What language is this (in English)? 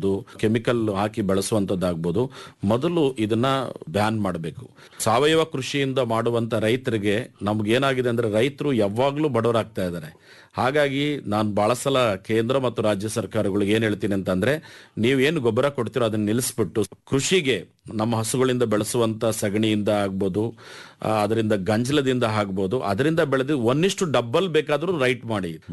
Kannada